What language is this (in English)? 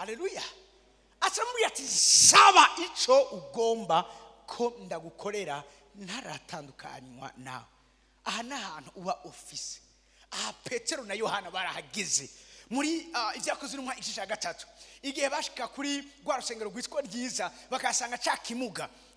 Rundi